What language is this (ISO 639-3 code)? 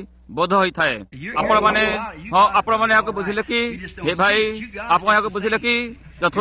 ori